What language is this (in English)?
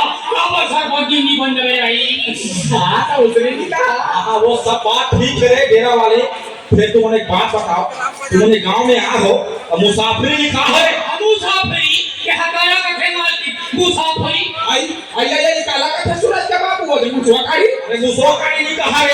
Chhattisgarhi